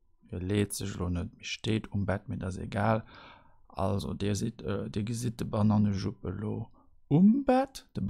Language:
Luxembourgish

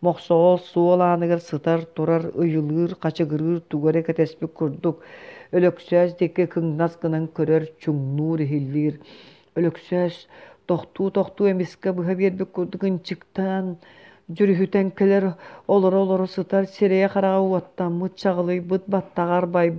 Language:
Yakut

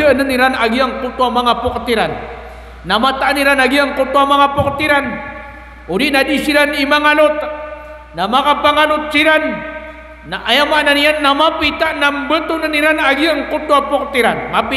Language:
Maranao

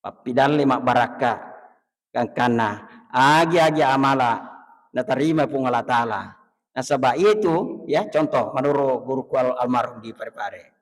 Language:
Buginese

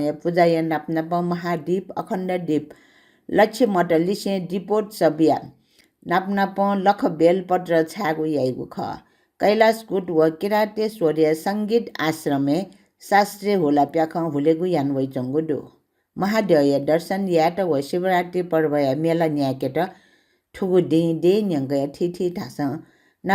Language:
Newari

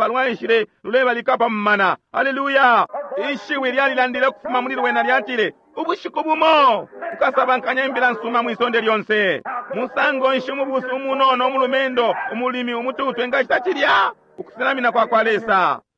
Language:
Bemba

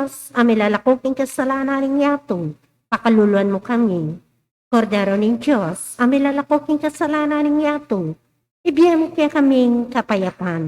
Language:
Pampanga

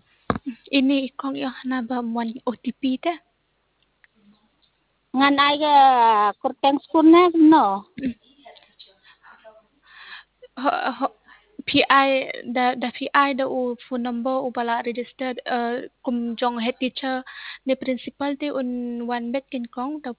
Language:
Khasi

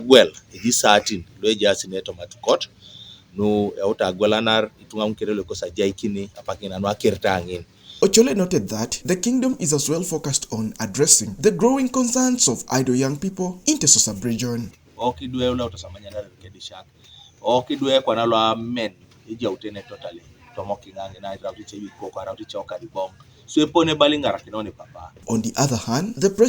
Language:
Teso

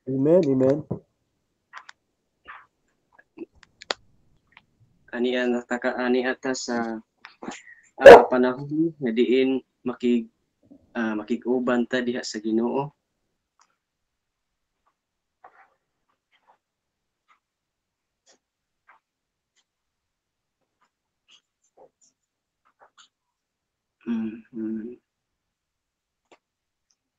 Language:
Cebuano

